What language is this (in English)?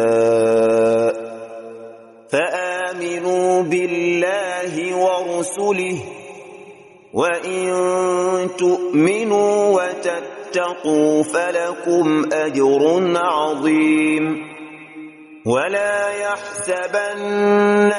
Arabic